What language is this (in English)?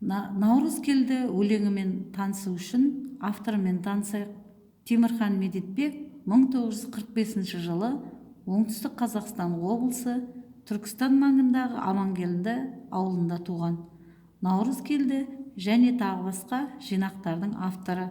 Kazakh